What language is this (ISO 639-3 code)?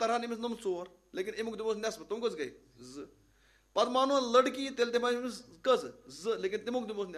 kas